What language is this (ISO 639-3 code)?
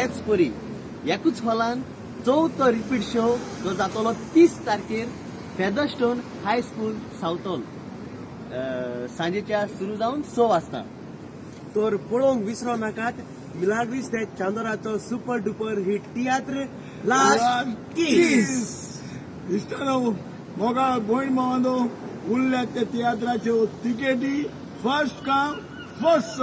kok